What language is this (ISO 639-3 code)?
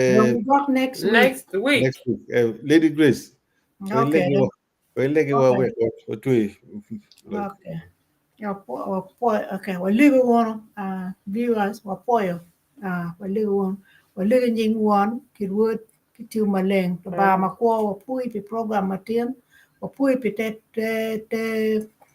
ach